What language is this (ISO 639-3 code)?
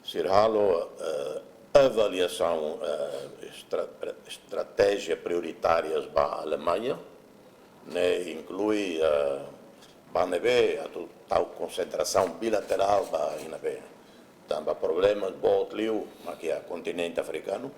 tet